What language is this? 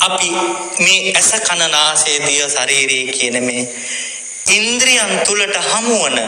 Sinhala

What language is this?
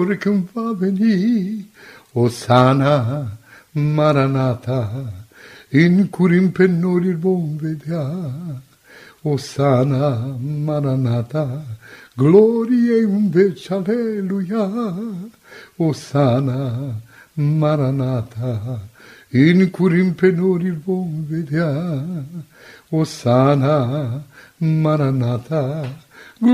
Romanian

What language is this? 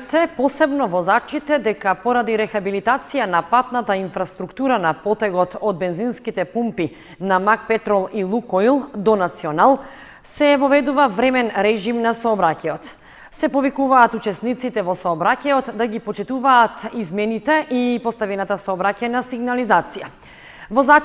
Macedonian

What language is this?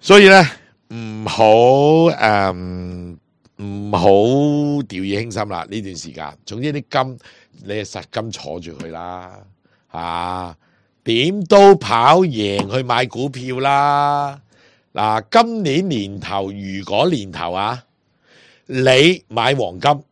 Cantonese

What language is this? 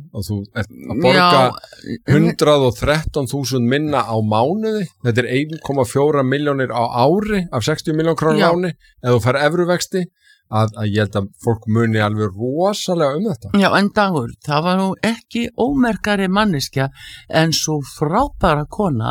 Icelandic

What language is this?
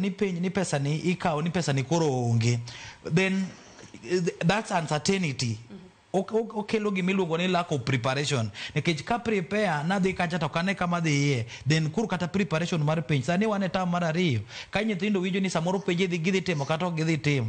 Luo (Kenya and Tanzania)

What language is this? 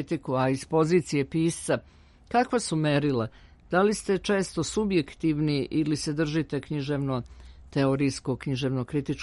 Serbian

